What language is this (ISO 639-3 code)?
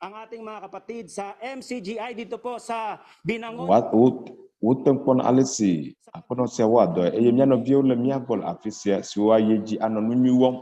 ewe